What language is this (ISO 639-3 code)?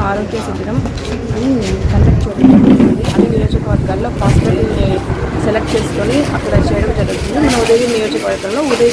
tel